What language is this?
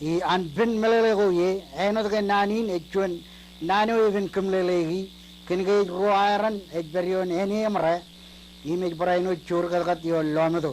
Marshallese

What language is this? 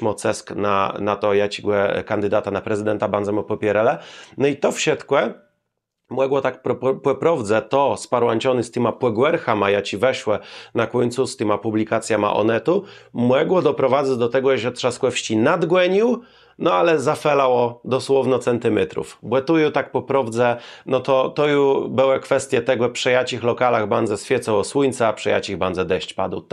Kashubian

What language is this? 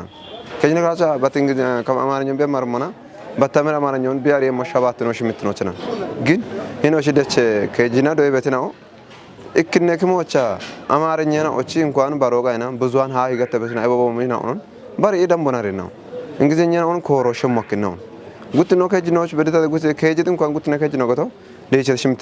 Kafa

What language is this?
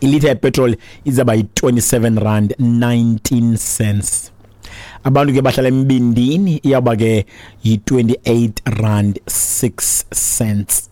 Xhosa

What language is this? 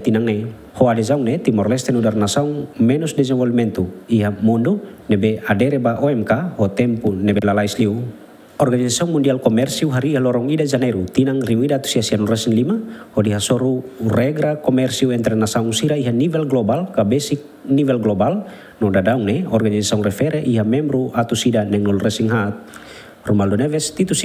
Tetum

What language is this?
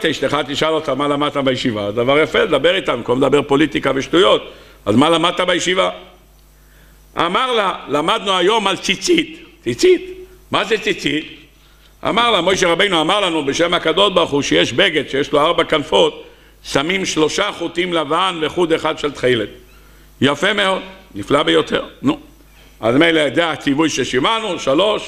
Hebrew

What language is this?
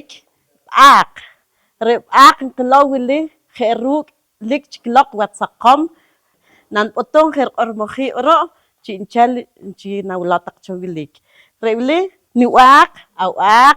Poqomchi'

